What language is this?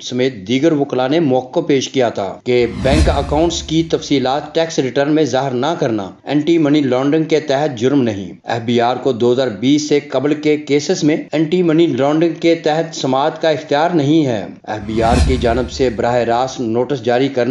Urdu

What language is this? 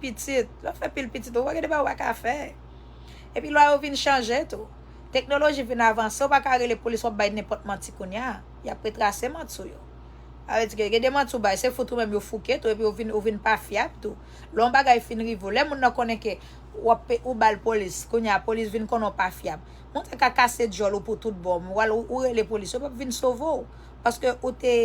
Haitian Creole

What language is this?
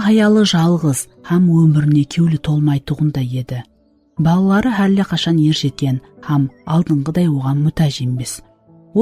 Kara-Kalpak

